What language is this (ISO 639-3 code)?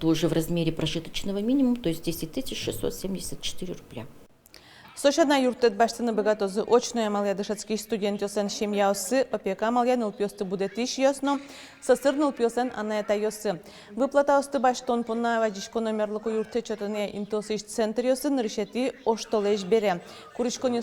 udm